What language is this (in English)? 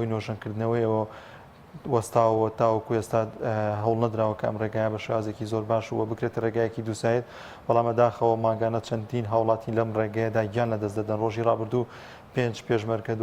Central Kurdish